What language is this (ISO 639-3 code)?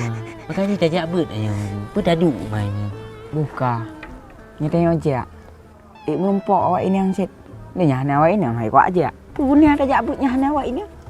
ace